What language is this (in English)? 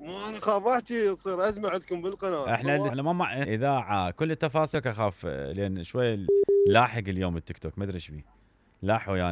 Mesopotamian Arabic